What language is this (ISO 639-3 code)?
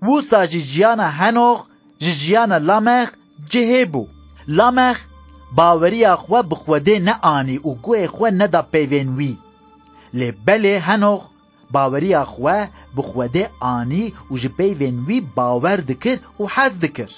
kur